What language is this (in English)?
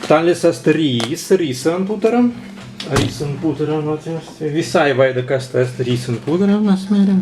Prussian